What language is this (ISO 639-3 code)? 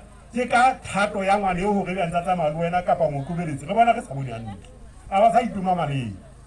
sot